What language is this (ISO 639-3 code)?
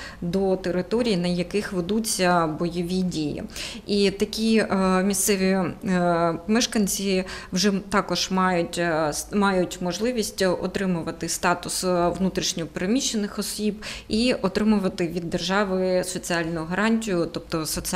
ukr